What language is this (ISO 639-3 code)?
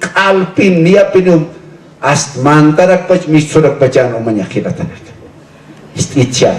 aym